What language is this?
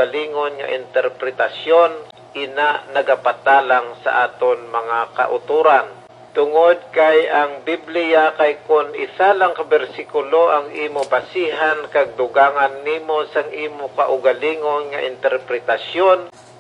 Hiligaynon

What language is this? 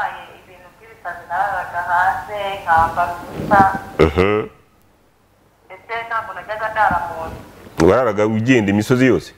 Kinyarwanda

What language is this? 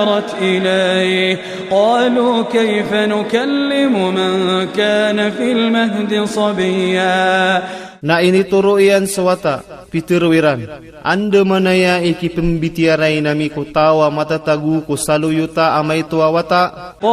Maranao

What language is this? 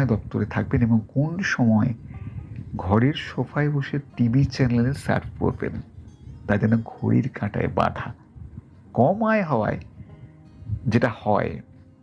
Bangla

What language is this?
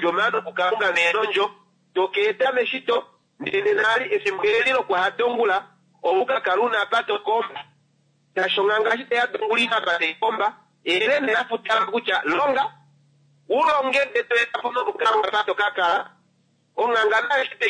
Kuanyama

